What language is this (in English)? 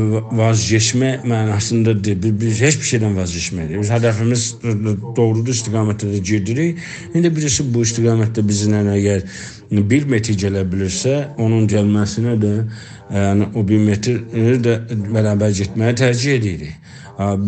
South Azerbaijani